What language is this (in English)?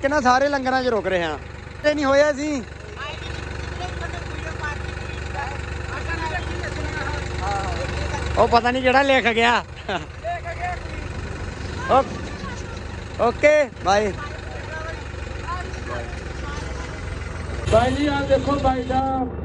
Punjabi